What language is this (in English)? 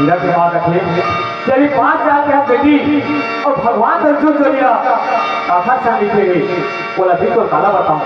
Chhattisgarhi